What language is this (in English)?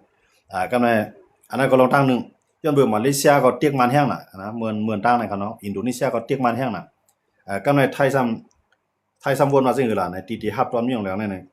Shan